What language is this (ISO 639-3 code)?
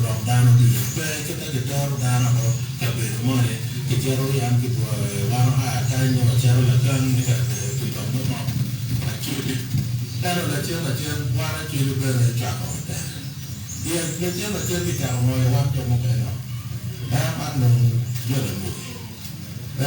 ach